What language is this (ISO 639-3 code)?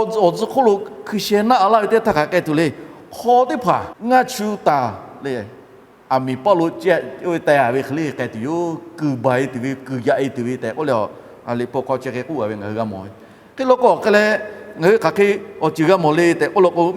lhu